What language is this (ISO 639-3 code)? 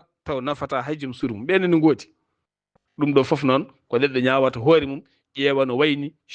ful